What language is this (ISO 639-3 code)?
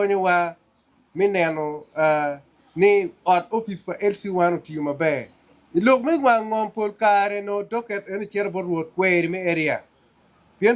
ach